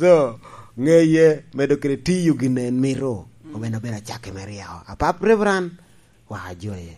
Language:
Lango (Uganda)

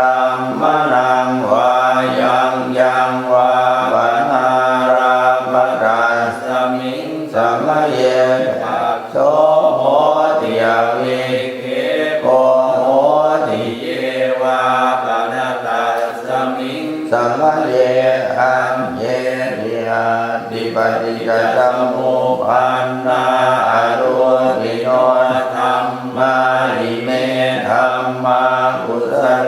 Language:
Pali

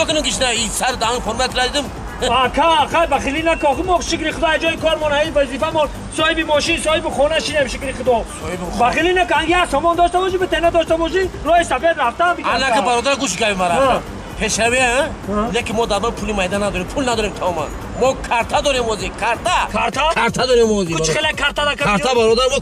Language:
Tajik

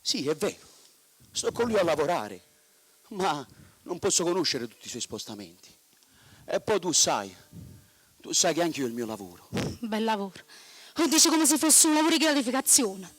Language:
Neapolitan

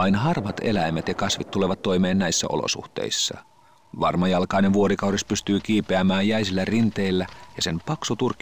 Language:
Finnish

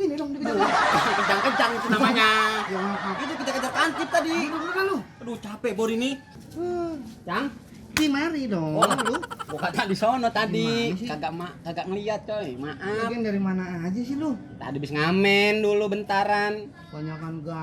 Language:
Betawi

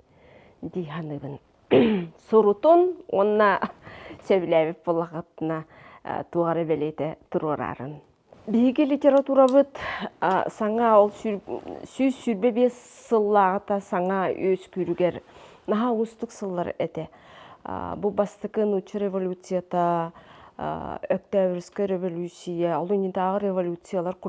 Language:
Yakut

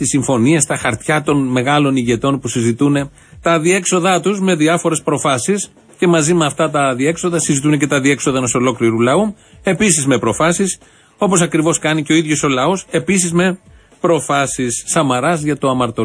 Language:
Greek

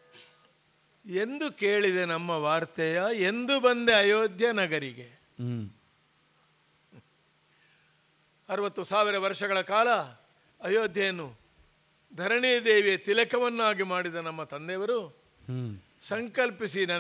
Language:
Kannada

